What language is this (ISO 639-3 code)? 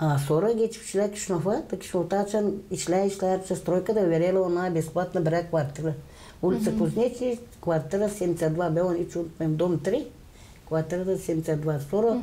gag